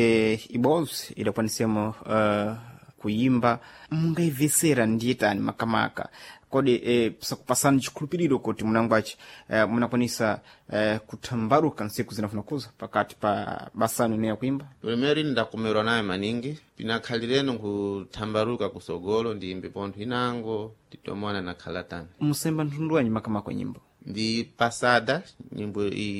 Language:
Sena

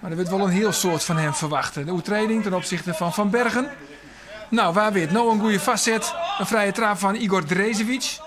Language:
Western Frisian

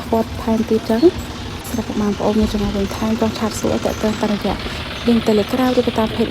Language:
Khmer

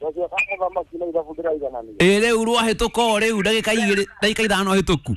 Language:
Kikuyu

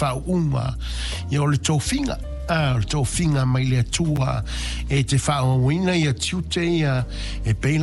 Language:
Samoan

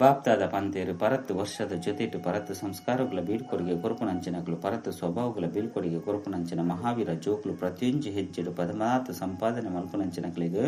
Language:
Tulu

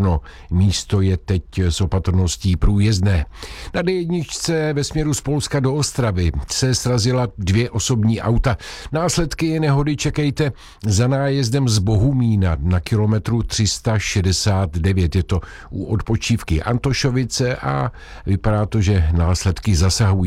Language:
Czech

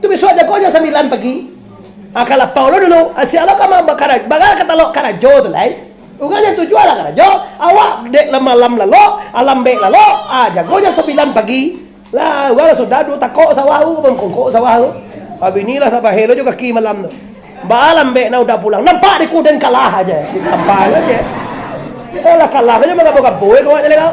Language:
Minangkabau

